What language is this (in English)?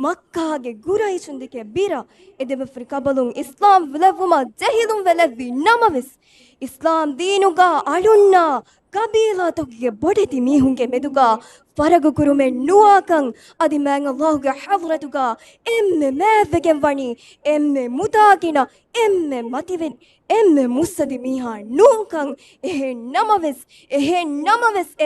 Divehi